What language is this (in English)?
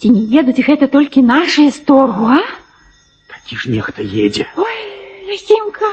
Belarusian